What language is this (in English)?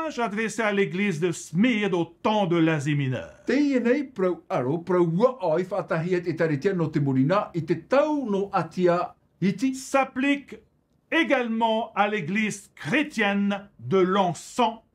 Tahitian